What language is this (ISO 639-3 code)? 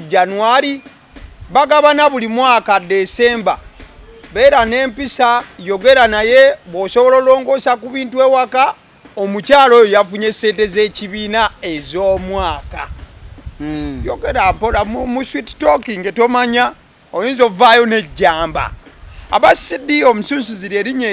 lug